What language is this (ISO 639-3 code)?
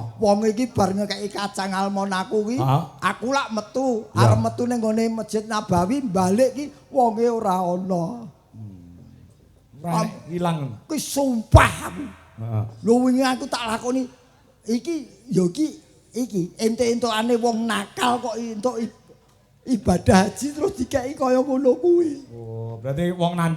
jav